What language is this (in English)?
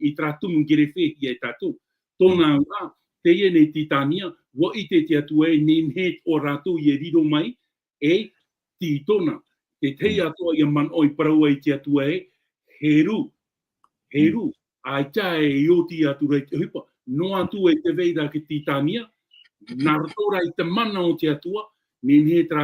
Tahitian